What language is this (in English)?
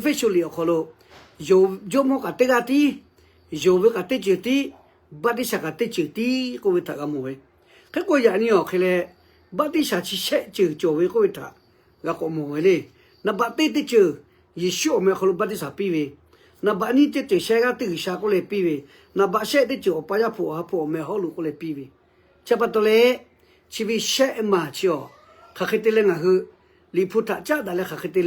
Lahu